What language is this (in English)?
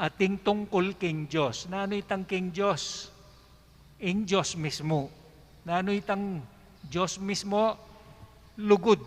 Pampanga